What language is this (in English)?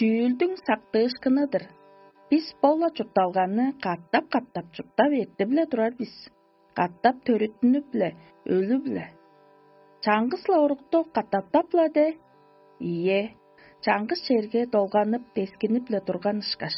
Tuvinian